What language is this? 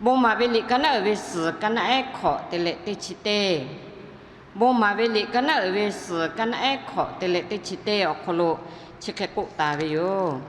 Lahu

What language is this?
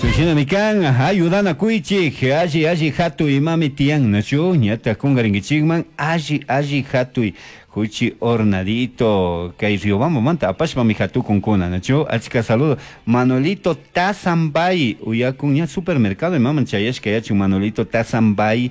Chimborazo Highland Quichua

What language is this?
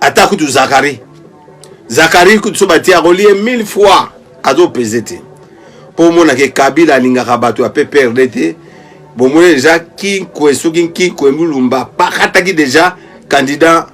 Lingala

